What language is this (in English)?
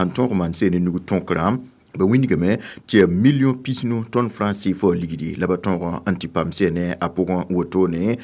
Mossi